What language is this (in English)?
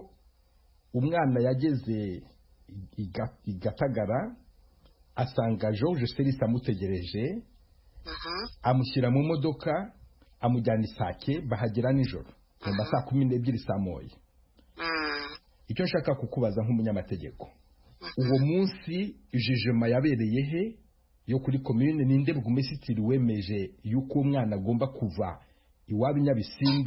Kinyarwanda